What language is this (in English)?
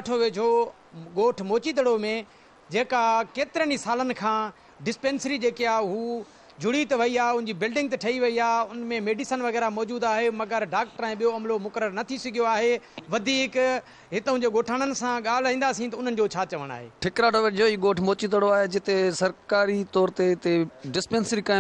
Sindhi